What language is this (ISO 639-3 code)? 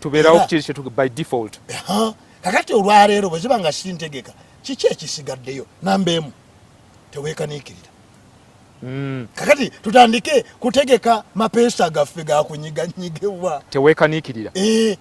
lug